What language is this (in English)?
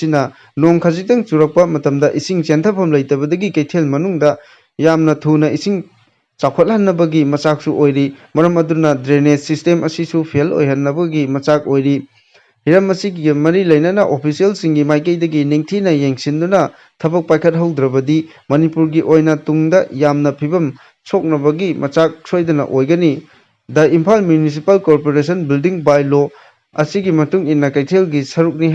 Manipuri